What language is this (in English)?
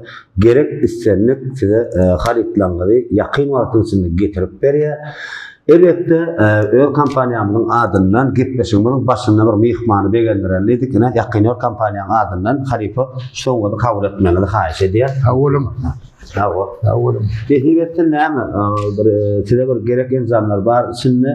Turkmen